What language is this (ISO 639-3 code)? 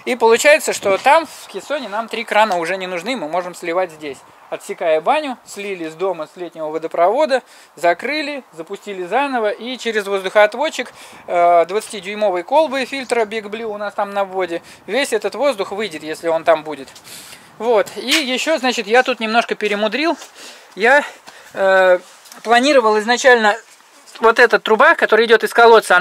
rus